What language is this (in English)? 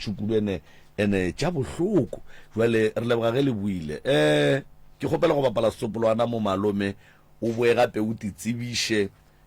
Northern Sotho